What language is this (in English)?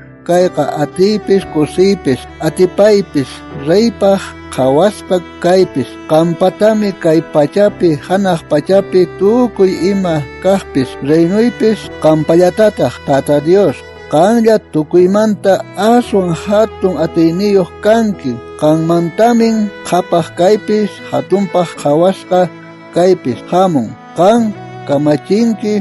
South Bolivian Quechua